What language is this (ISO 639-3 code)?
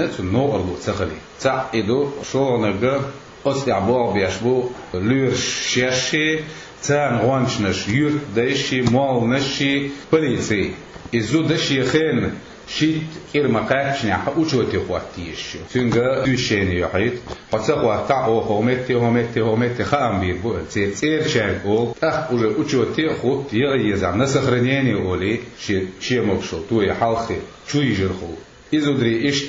che